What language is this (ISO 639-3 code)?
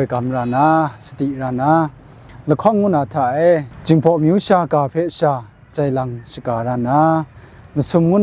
kac